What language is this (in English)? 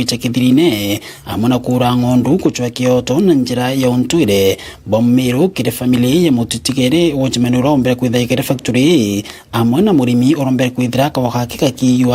Meru